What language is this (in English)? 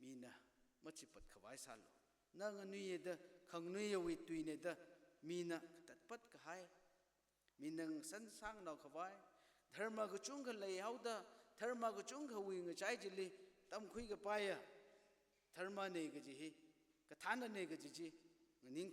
Tangkhul Naga (India)